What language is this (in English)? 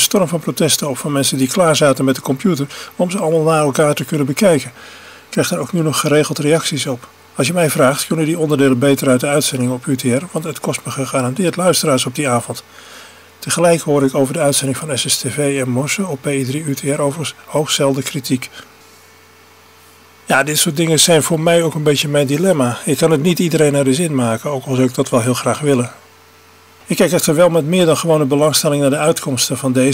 Dutch